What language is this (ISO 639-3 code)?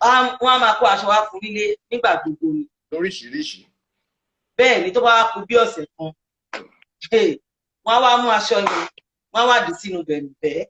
yor